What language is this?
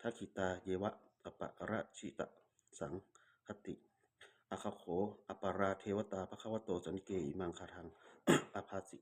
Pali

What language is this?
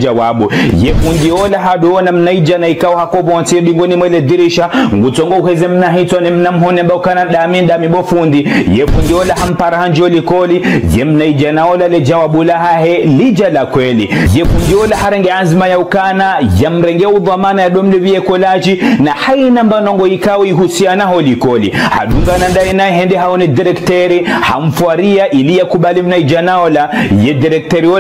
Ngazidja Comorian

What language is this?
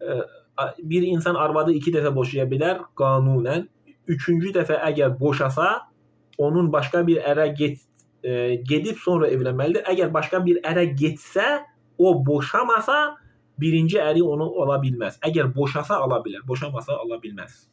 Azerbaijani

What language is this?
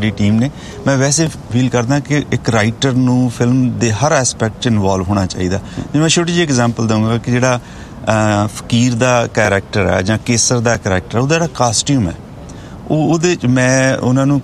Punjabi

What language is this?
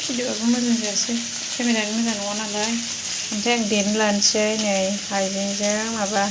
Bodo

